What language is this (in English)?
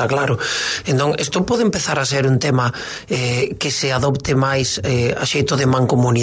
Galician